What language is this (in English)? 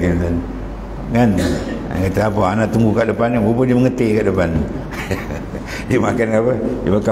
Malay